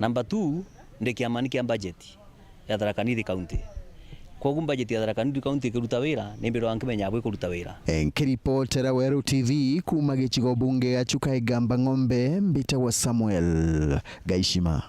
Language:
Meru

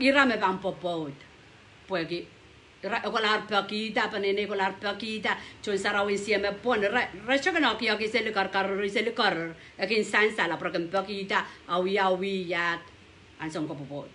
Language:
Pohnpeian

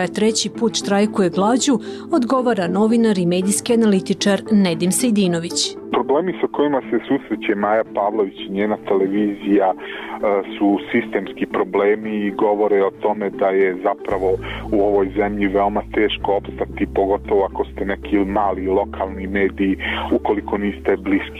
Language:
Serbian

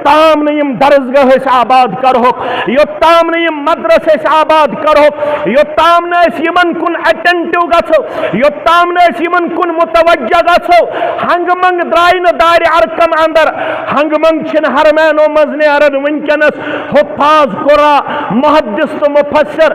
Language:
Kashmiri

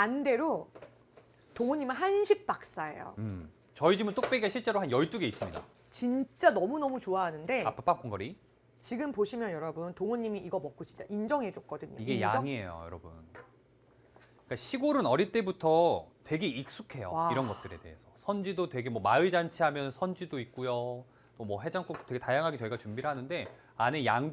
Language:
Korean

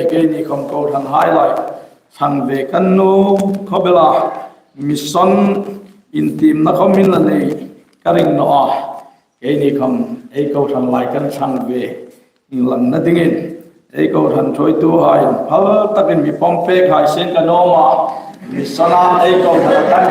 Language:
Hmar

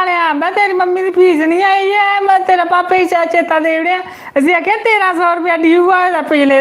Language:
Dogri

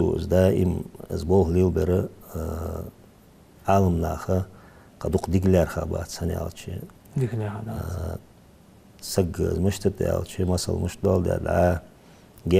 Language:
Ingush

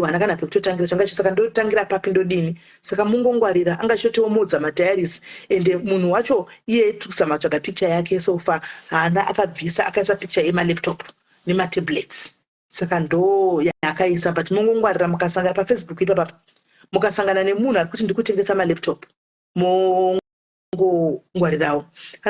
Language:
Shona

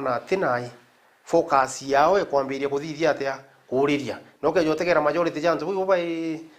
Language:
Meru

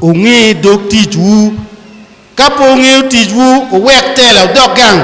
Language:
Acoli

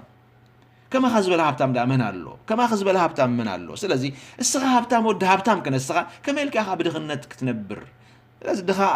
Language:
Tigrinya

